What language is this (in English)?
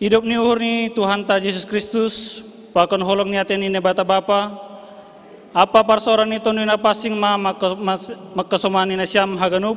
Batak Simalungun